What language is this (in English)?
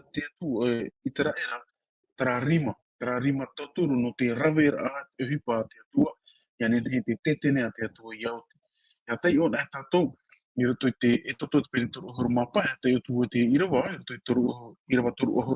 Tahitian